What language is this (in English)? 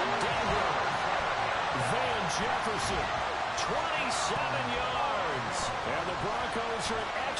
English